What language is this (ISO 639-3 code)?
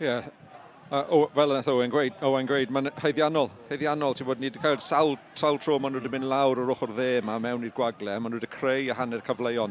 cym